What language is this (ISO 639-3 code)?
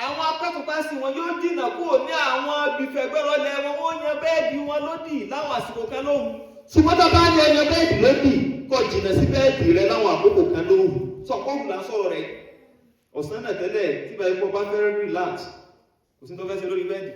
yor